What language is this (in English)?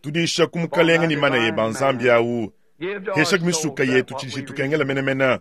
Luba-Lulua